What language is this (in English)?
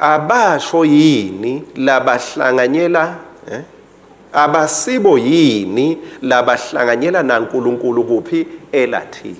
Swati